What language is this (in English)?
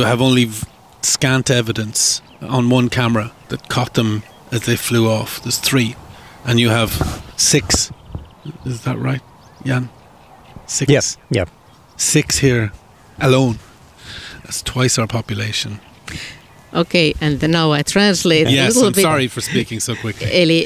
Finnish